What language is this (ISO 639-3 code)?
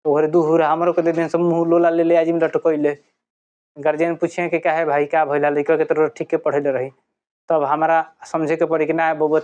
bho